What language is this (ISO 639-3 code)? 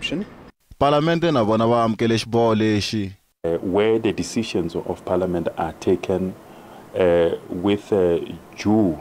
tso